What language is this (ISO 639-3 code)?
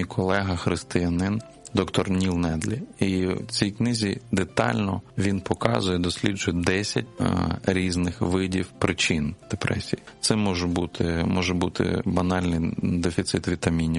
ukr